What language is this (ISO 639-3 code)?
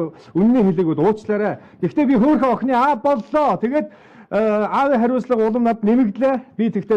mon